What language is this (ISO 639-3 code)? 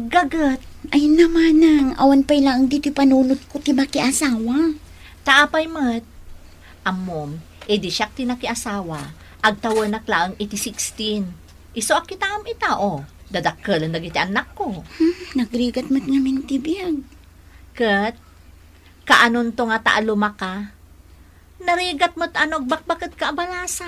ilo